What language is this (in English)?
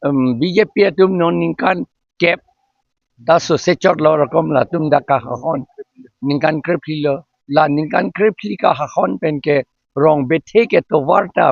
Karbi